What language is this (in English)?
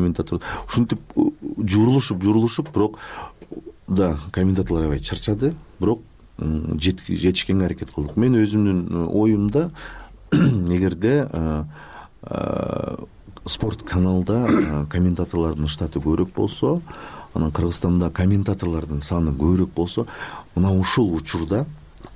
Kyrgyz